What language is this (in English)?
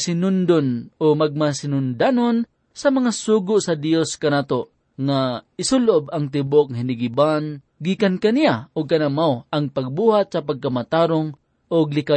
Cebuano